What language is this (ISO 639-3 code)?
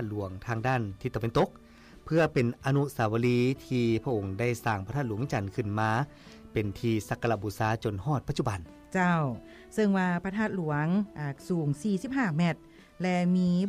lao